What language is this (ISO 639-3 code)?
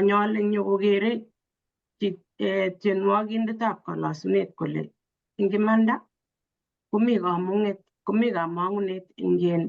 kln